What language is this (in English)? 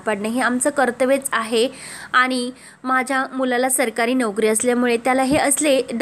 Marathi